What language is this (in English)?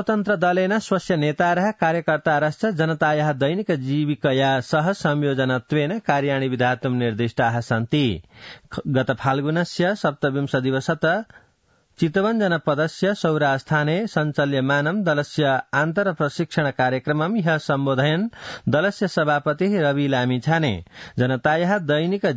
Sanskrit